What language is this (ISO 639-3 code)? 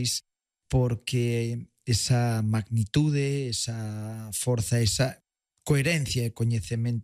glg